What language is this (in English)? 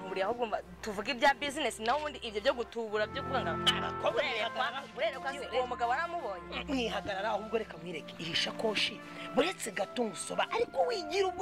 Kinyarwanda